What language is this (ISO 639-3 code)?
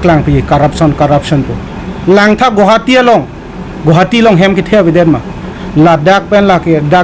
mjw